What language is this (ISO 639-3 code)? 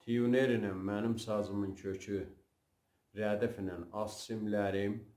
azb